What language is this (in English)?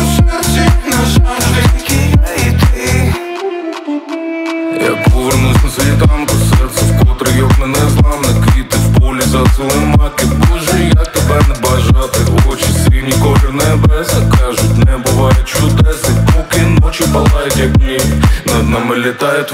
Ukrainian